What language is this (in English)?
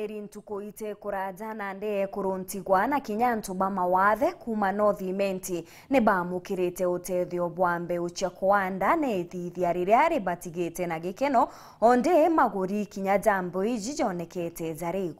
Meru